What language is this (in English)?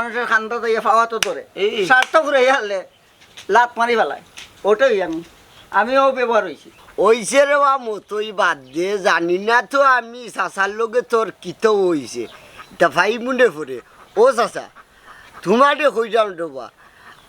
Sylheti